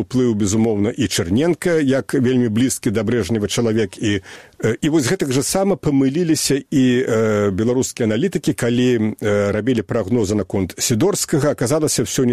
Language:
Belarusian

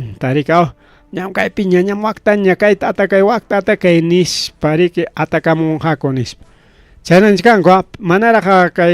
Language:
Ayacucho Quechua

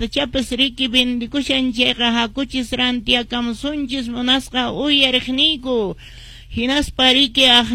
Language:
Quechua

